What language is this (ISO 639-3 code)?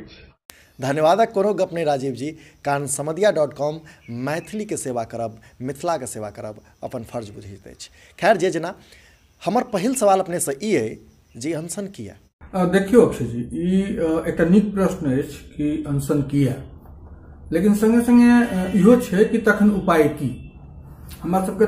mai